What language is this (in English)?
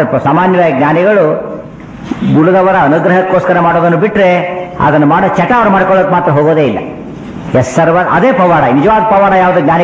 Kannada